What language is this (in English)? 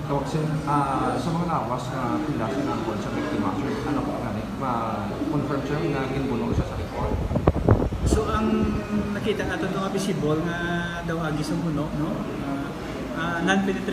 Hiligaynon